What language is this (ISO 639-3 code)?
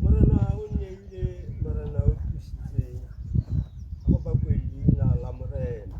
tsn